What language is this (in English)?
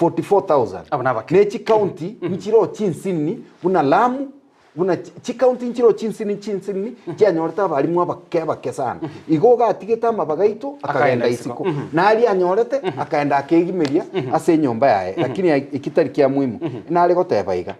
Gusii